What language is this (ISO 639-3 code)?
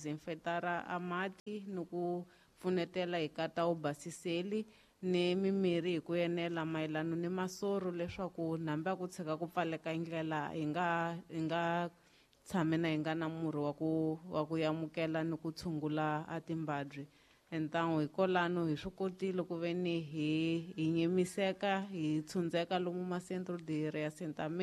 tso